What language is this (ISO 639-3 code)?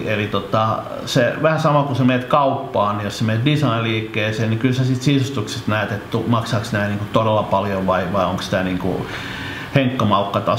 fin